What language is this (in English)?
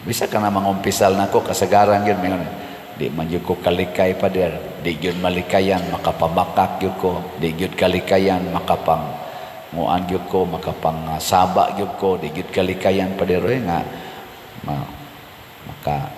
Cebuano